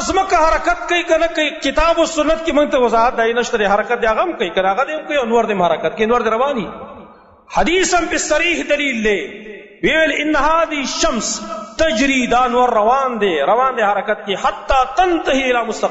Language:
Pashto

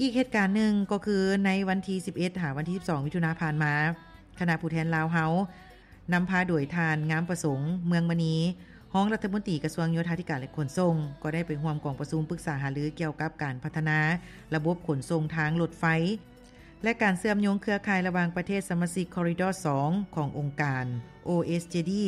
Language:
Lao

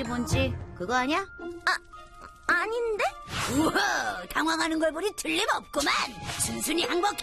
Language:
Korean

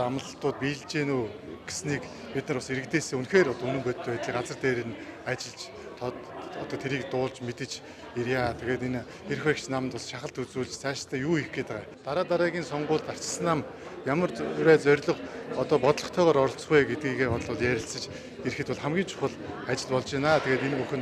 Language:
Mongolian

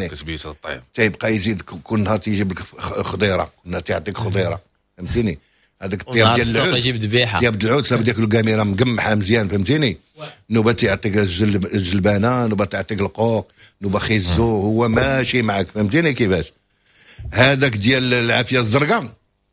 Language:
Moroccan Arabic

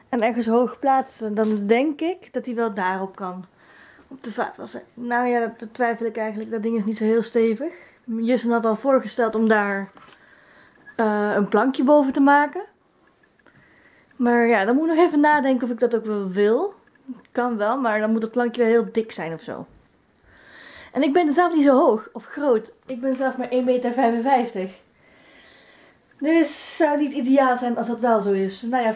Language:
Dutch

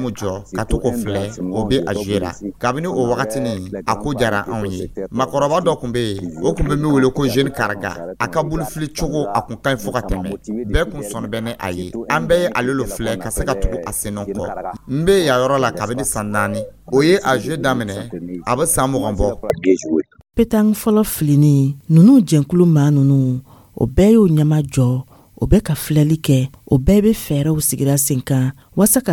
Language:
Dyula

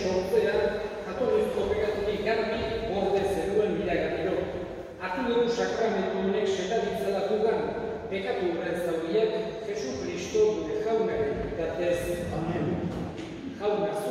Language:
Basque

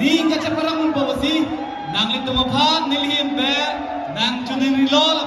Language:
Karbi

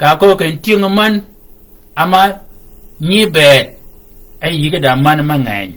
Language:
Shilluk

